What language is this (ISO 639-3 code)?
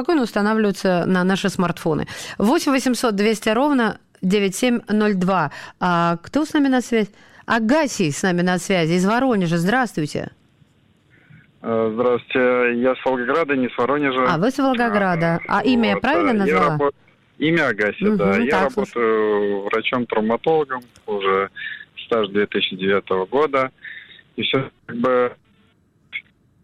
rus